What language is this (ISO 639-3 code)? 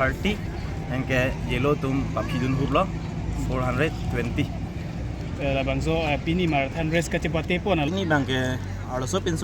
mjw